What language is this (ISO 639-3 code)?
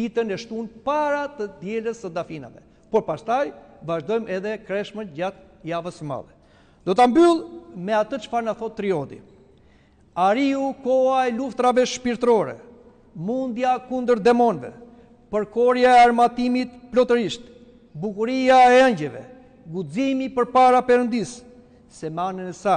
sqi